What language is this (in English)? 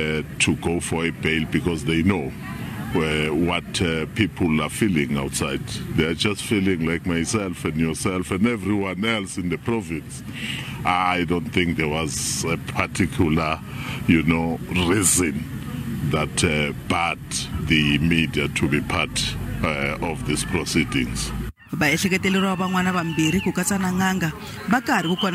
Tsonga